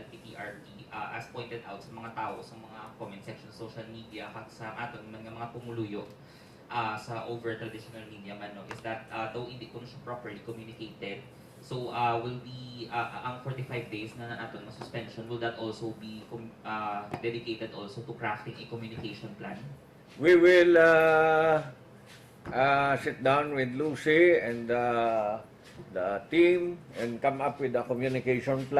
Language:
Hiligaynon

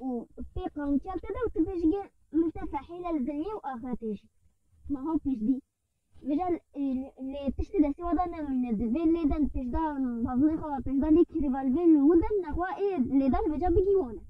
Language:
Kurdish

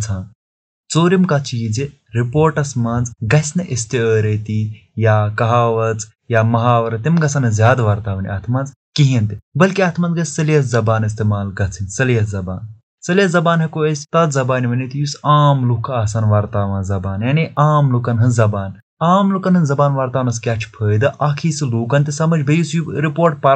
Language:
Kashmiri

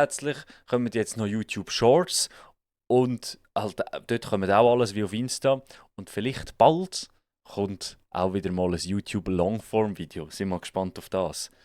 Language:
Swiss German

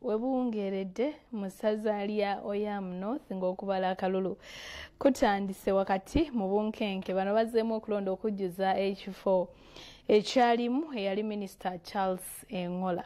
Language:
Ganda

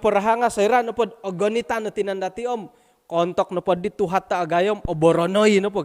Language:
Central Dusun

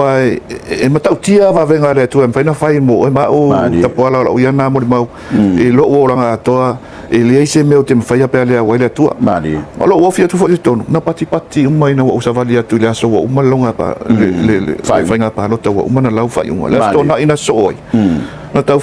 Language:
Samoan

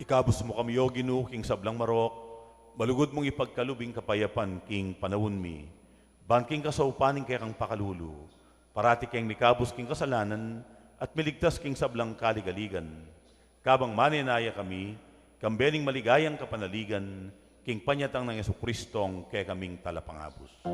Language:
Pampanga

